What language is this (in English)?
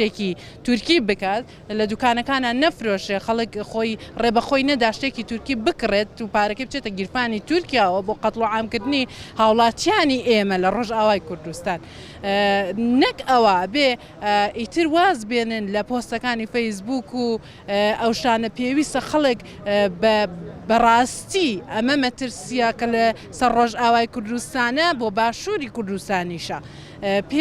Central Kurdish